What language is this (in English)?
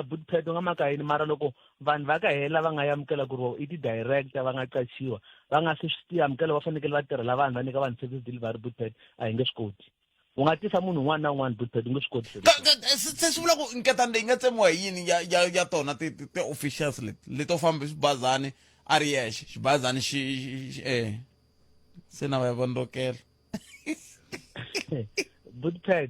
Tsonga